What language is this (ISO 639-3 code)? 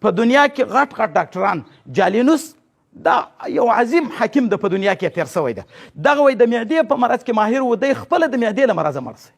pus